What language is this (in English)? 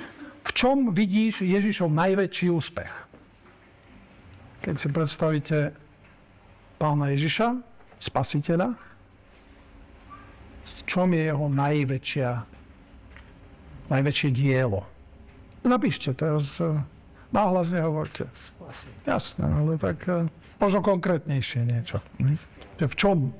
Slovak